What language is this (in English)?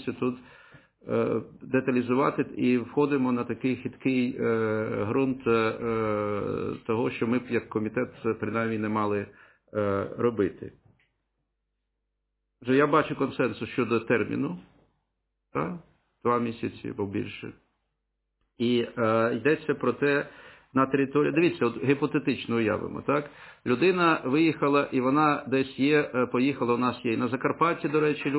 Ukrainian